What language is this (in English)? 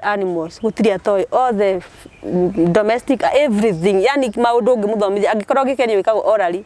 Kikuyu